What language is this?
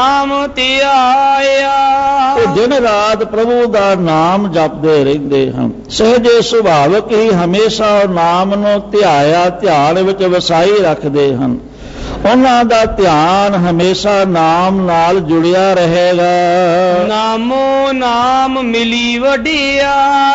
Punjabi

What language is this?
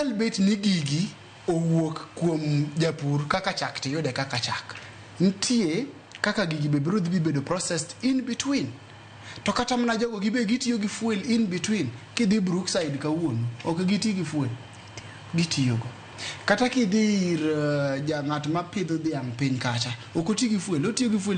Luo (Kenya and Tanzania)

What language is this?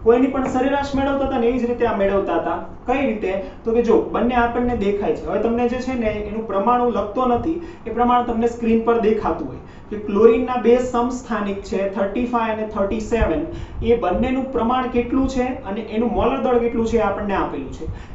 Gujarati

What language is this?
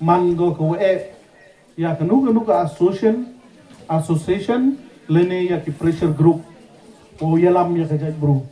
Pnar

